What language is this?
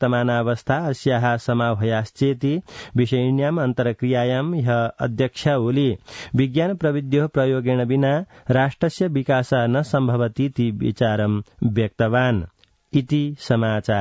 Sanskrit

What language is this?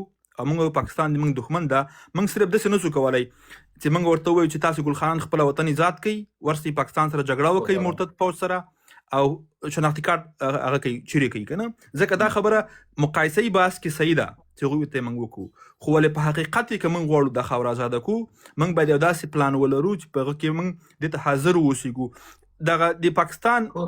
Pashto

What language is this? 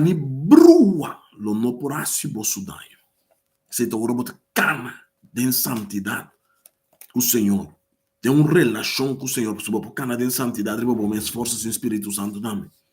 Papiamento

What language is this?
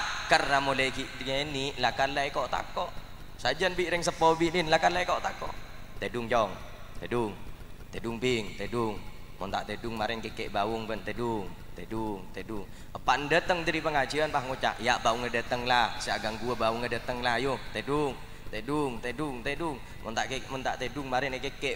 Madurese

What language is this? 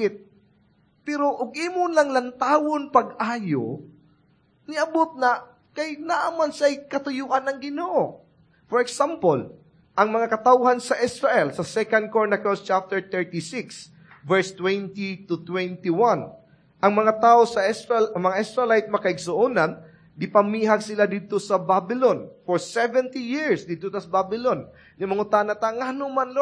Cebuano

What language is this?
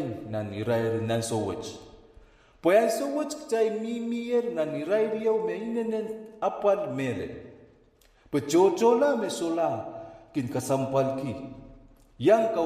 Pohnpeian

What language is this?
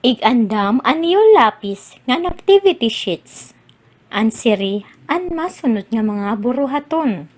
Waray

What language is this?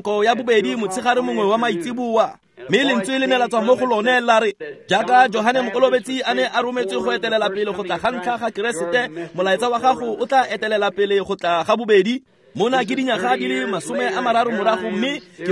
Tswana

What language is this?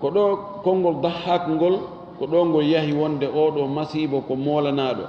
Fula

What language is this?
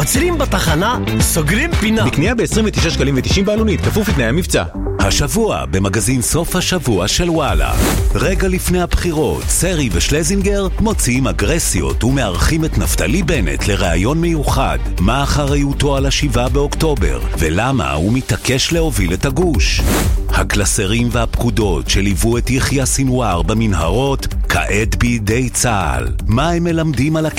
Hebrew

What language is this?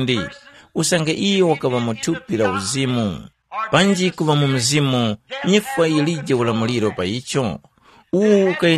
Tumbuka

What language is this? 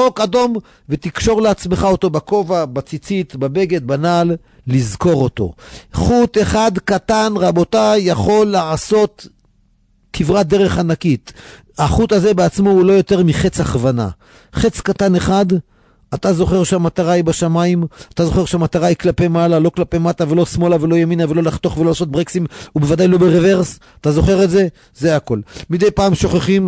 Hebrew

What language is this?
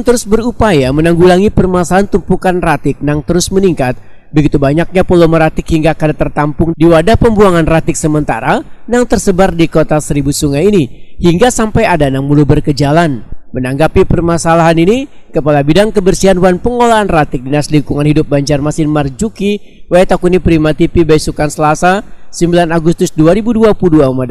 Banjar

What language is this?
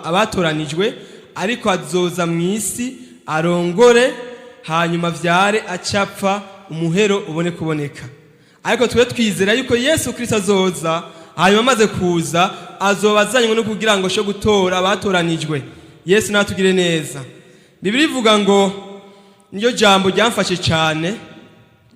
Rundi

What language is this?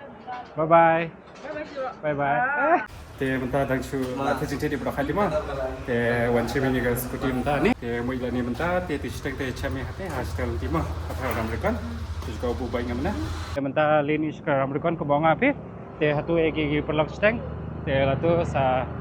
Khasi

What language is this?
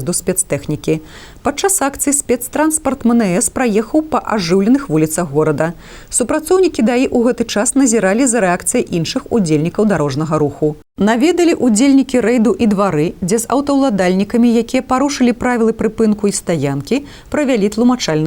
Belarusian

